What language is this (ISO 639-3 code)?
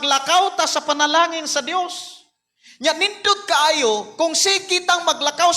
ceb